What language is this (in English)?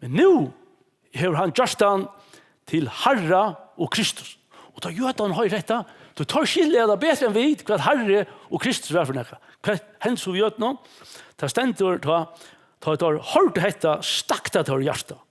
Faroese